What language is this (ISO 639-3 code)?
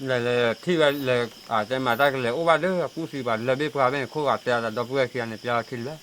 ksw